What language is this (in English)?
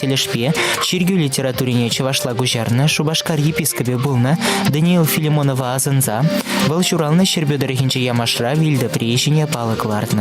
Chuvash